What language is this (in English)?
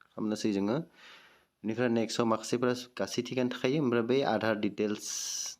Bodo